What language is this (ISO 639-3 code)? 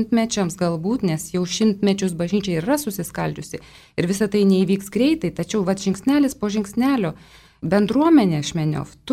lit